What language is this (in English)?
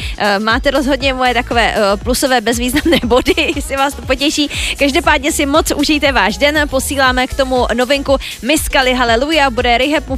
Czech